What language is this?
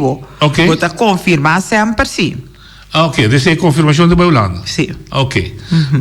Papiamento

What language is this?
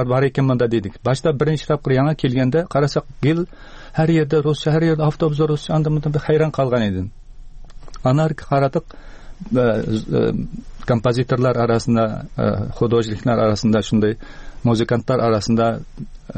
Tatar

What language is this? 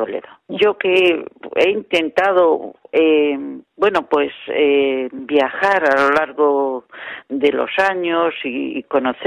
Spanish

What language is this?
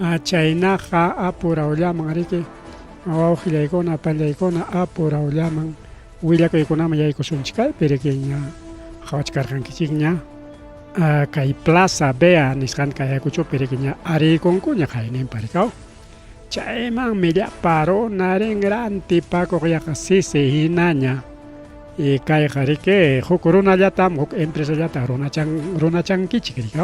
Ayacucho Quechua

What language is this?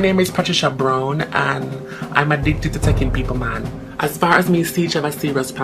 Jamaican Creole English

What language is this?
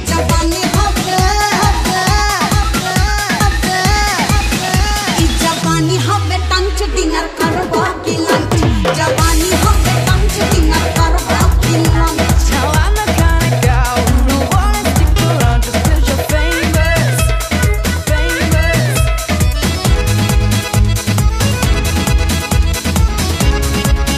Bhojpuri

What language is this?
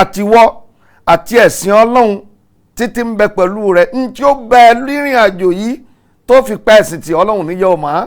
Yoruba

